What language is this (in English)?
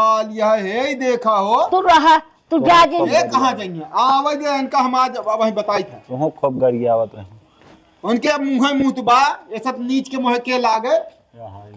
Awadhi